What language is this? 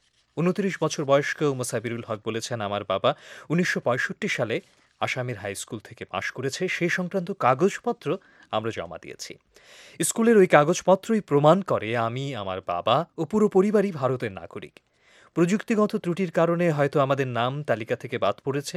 Bangla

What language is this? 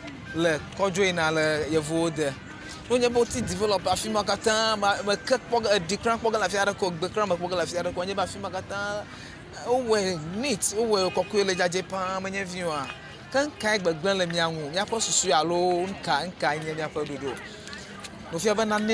Ewe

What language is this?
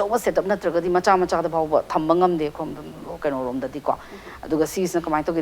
Manipuri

